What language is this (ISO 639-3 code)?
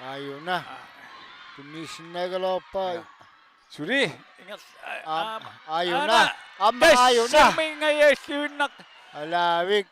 kal